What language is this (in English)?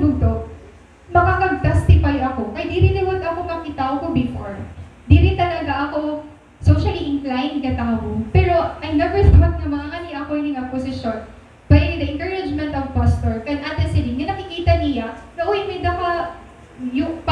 Waray